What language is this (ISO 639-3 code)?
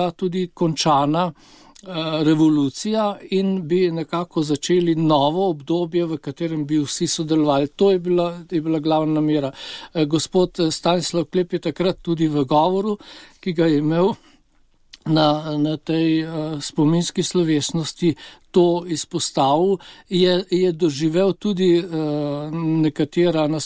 slv